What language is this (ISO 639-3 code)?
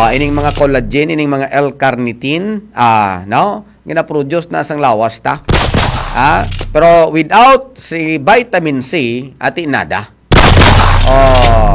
hil